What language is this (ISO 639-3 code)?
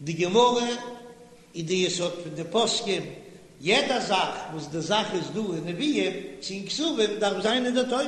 yid